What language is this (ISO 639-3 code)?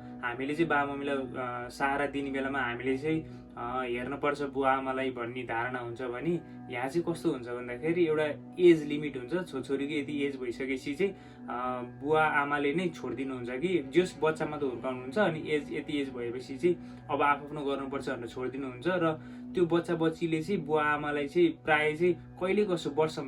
nep